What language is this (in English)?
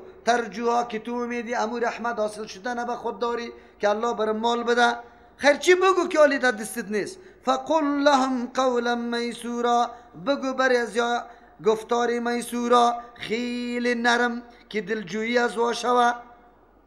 Persian